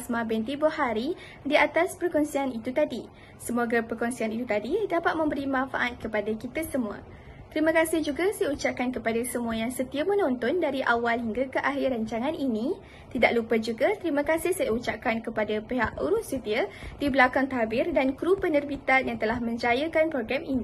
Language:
Malay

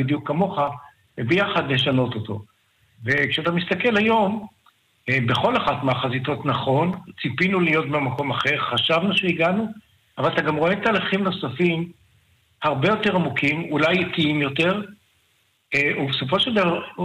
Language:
Hebrew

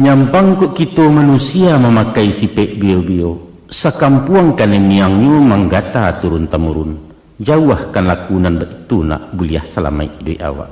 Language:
Minangkabau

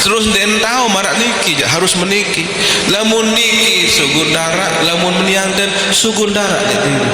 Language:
Sasak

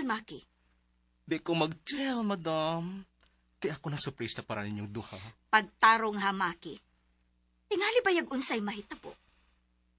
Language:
Cebuano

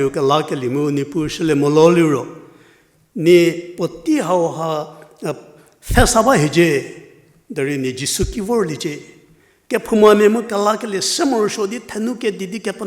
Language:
Angami Naga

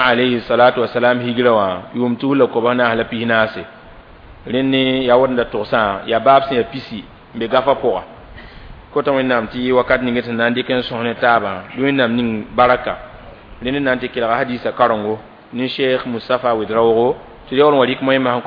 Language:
Mossi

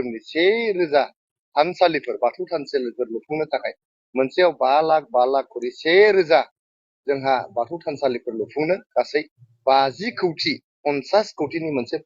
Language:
Bodo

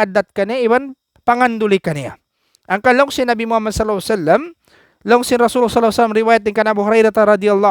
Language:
Tausug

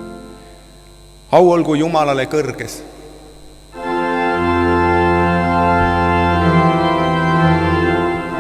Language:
Estonian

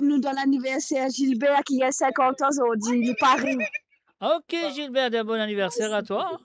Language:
Morisyen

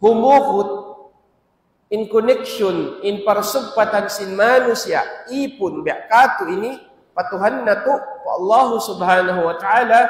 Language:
Tausug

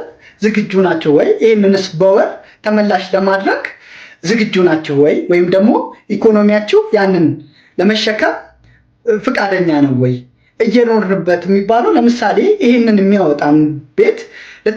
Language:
Amharic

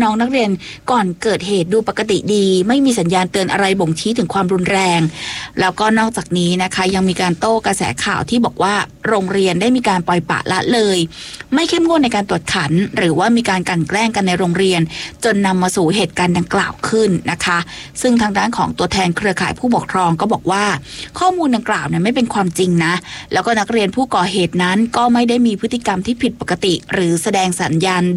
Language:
Thai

